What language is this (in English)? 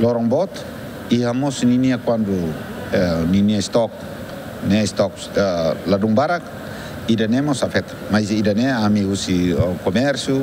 Tetum